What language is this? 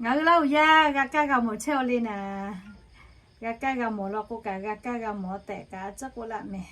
Lahu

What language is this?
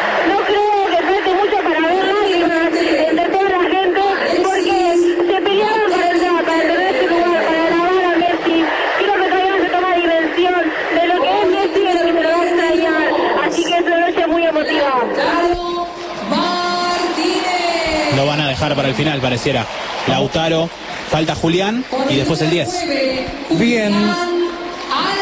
Spanish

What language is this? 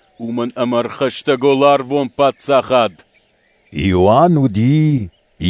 Ossetic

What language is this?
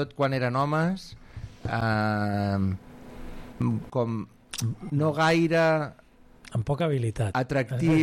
Catalan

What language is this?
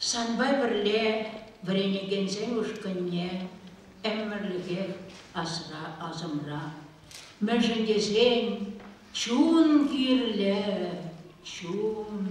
Chuvash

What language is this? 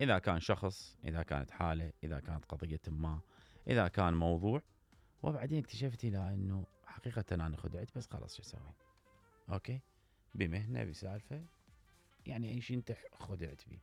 Mesopotamian Arabic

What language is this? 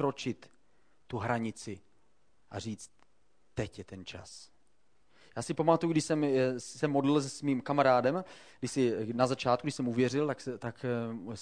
Czech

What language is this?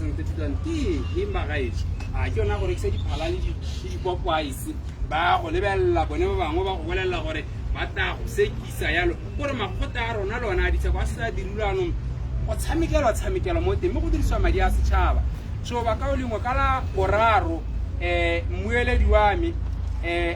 Tswana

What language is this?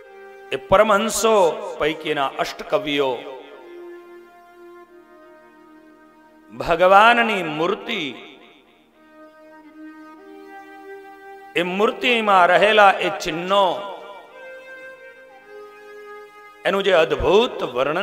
Gujarati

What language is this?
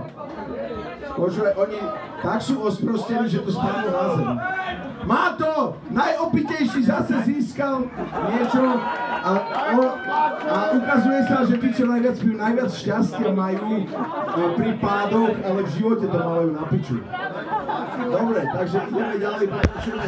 Slovak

